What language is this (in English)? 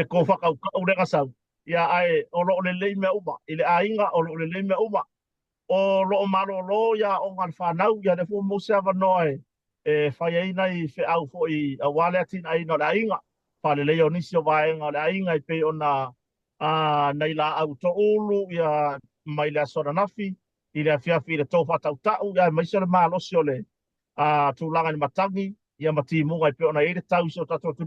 Samoan